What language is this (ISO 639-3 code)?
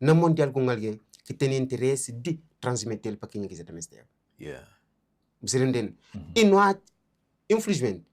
kea